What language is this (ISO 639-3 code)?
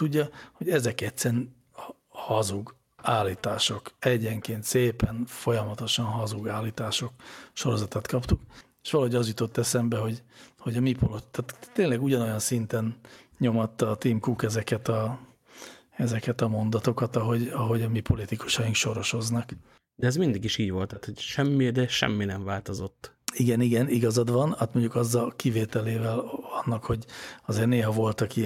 hun